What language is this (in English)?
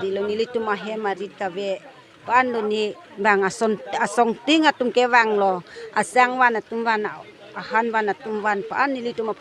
Karbi